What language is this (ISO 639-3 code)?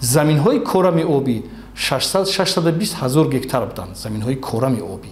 tgk